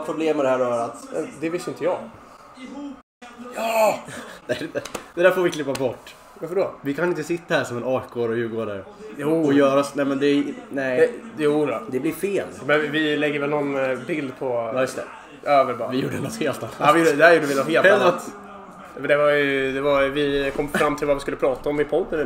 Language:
Swedish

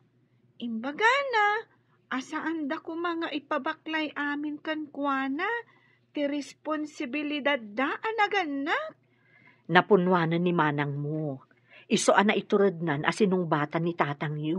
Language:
Iloko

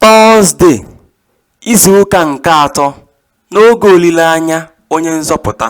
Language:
Igbo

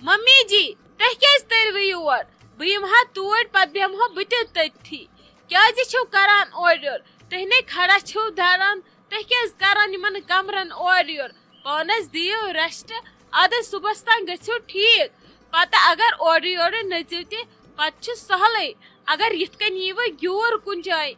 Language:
Kashmiri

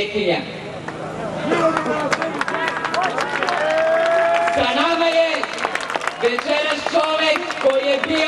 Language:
Serbian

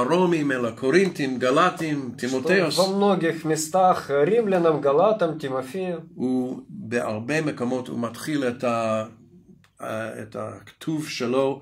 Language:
Hebrew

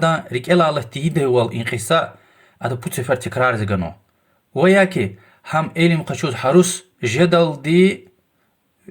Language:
Lezghian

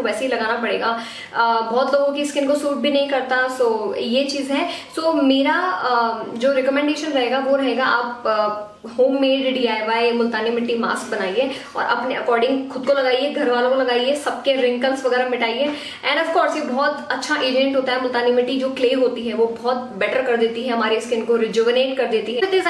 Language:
Hindi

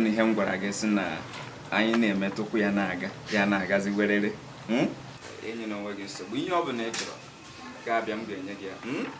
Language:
Igbo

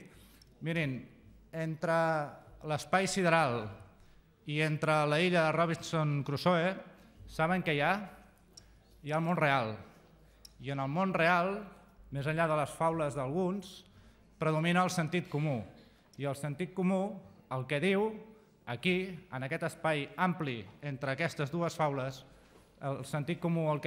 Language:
Catalan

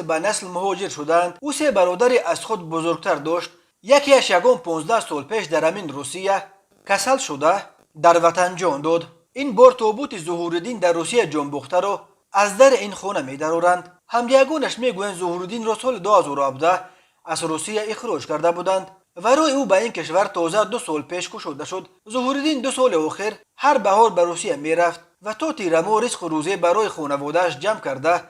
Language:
Tajik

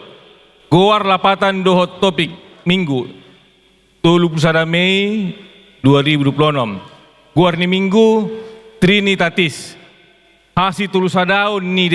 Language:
Batak Toba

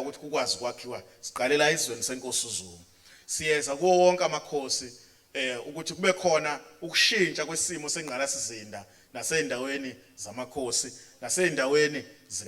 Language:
Zulu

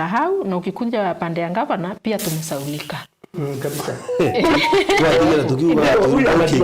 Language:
Meru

